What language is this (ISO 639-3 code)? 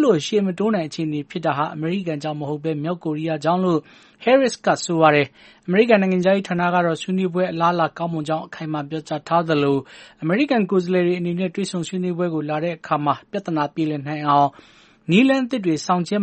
mya